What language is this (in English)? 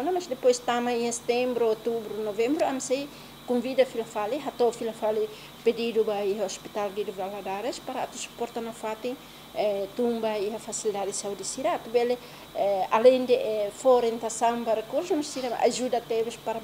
Tetum